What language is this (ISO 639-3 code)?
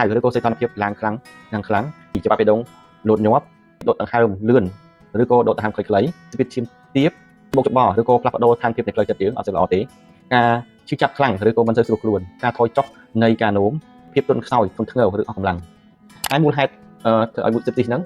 khm